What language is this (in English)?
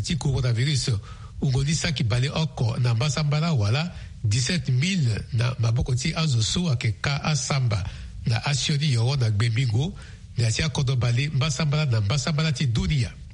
Sango